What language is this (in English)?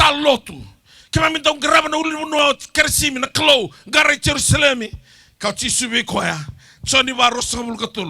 Fijian